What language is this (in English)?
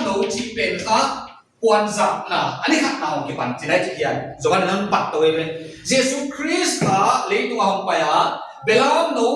Paite Chin